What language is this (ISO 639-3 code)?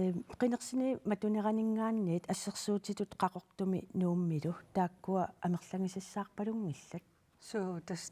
kal